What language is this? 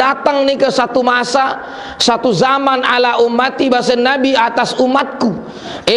Sasak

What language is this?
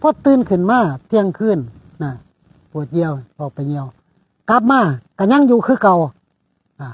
Northeastern Thai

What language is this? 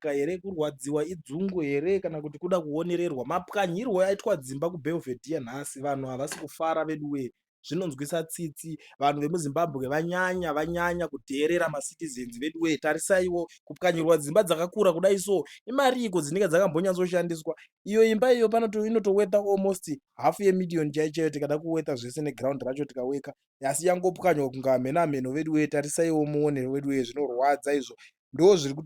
Shona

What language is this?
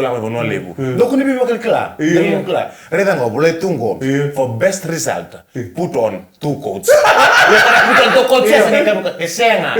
Fijian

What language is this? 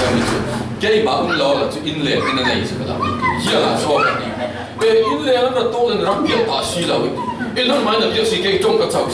Falam Chin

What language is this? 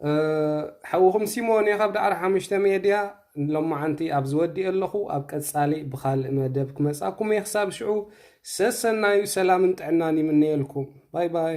Tigrinya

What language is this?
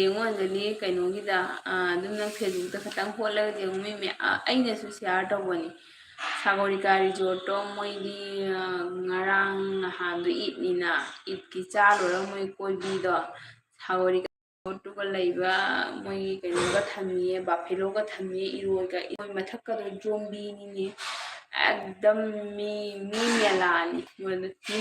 Manipuri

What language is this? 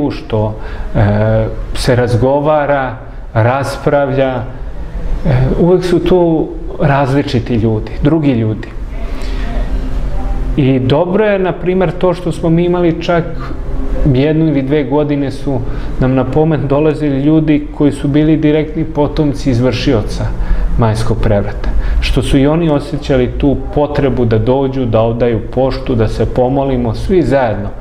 Serbian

